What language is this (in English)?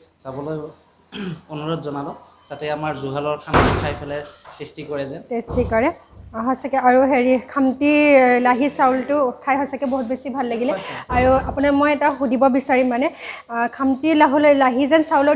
Assamese